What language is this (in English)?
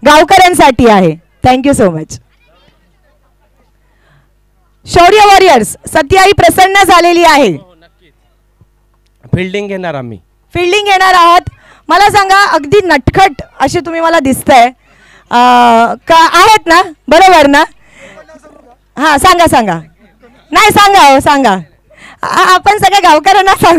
Marathi